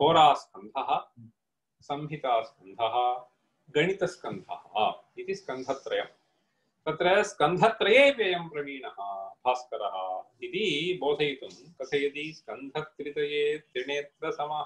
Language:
Sanskrit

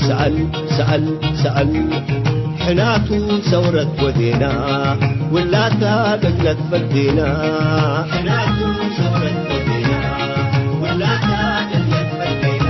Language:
Tigre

